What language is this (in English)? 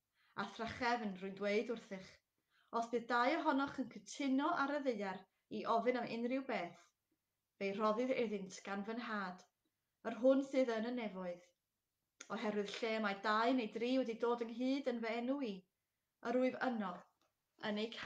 Welsh